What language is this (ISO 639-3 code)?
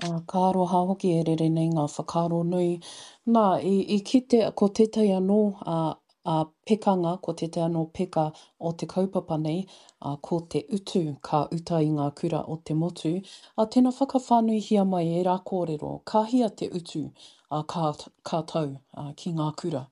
mri